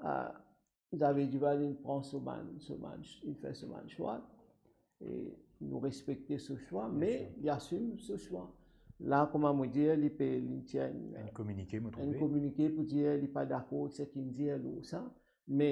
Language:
Morisyen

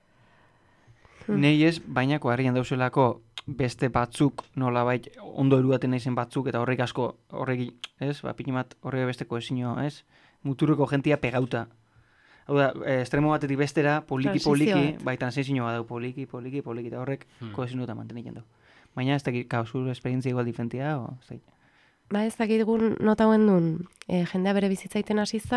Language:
Basque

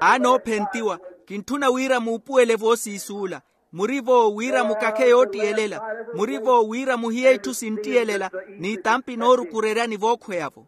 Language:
Makhuwa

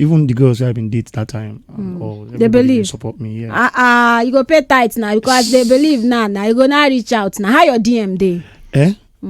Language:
Nigerian Pidgin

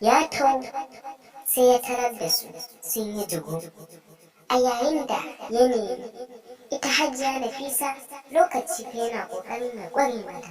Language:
Hausa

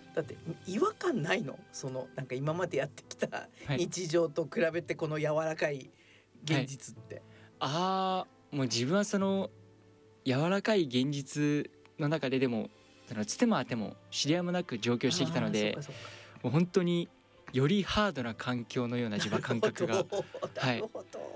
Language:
Japanese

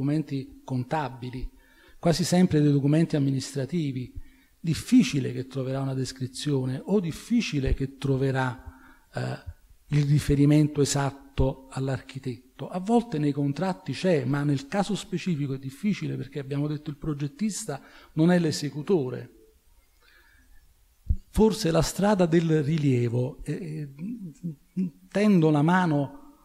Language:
Italian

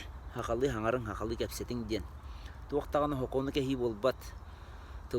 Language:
Yakut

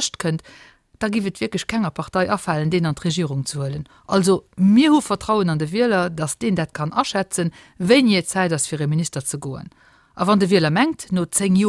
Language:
Luxembourgish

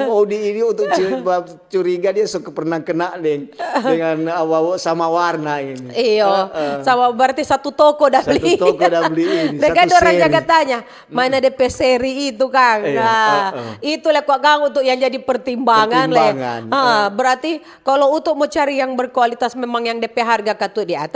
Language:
Manado Malay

